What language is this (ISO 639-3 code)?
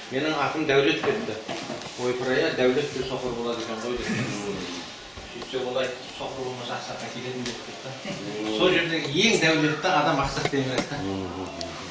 kaz